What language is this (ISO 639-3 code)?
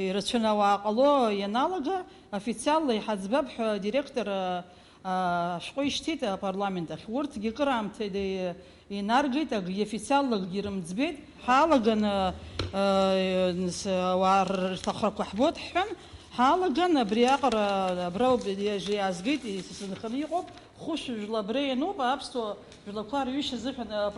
abk